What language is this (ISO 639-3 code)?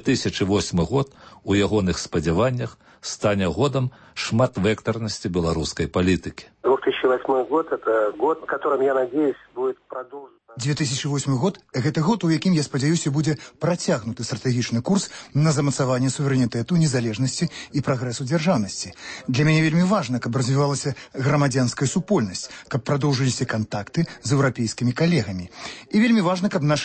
bel